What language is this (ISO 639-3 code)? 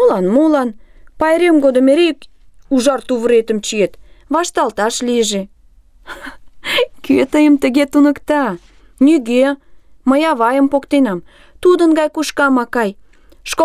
chm